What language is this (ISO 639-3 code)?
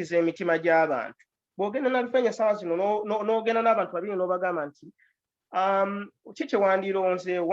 lug